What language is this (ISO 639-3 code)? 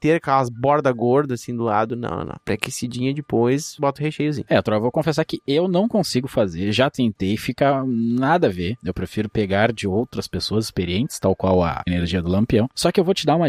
por